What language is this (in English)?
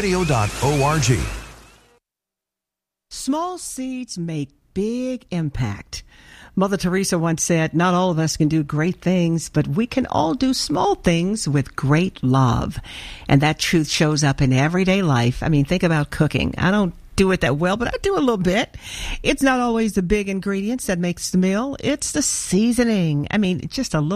English